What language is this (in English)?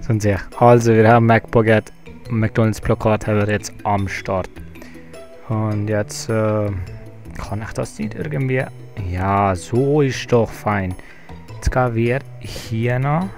Swiss German